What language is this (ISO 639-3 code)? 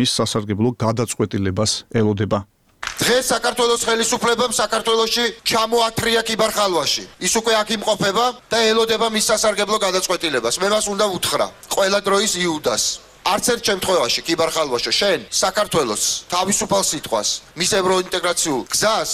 kat